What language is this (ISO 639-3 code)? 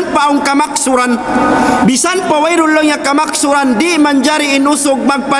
tsg